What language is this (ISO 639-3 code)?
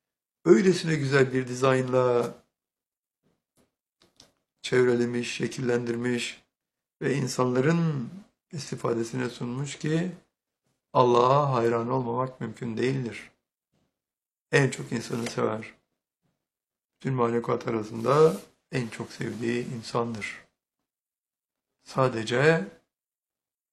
tur